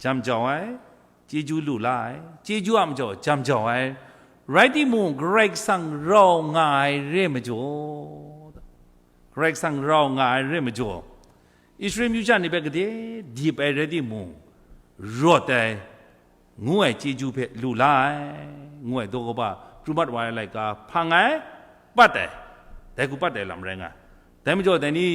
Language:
Kachin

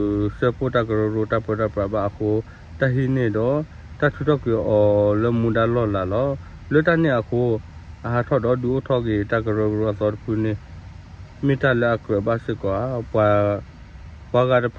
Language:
S'gaw Karen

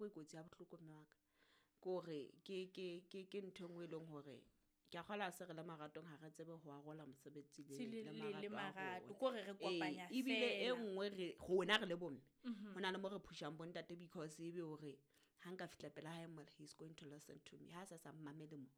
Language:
Southern Sotho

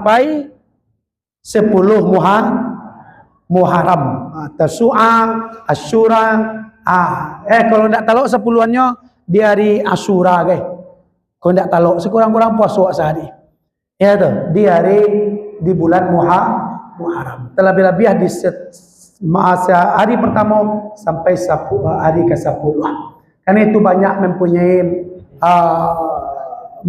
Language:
Minangkabau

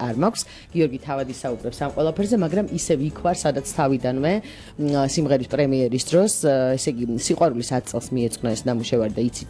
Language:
Georgian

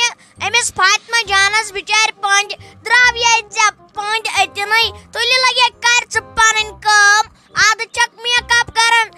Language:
Kashmiri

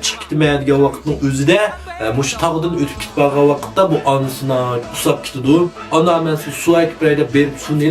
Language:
Uyghur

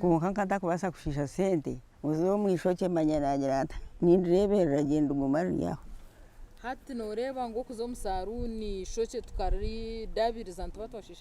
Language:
Nyankole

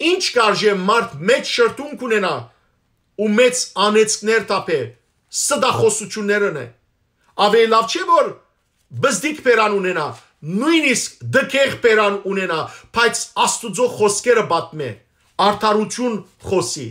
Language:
Western Armenian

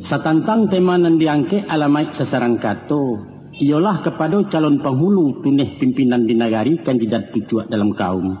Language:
Minangkabau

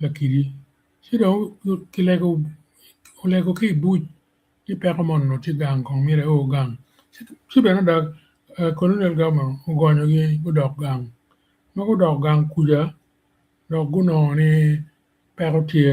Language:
Acoli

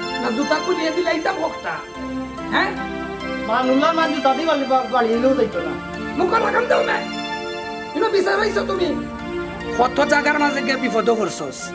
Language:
Sylheti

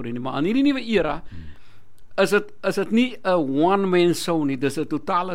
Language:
Afrikaans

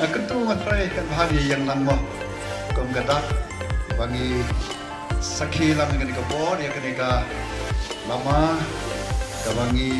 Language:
Khasi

